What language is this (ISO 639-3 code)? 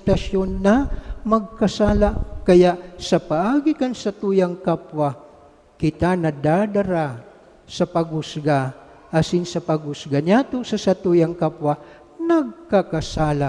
bik